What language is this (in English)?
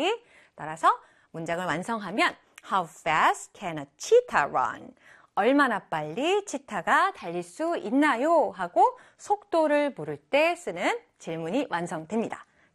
Korean